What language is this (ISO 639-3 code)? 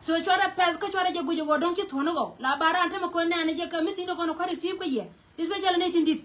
nus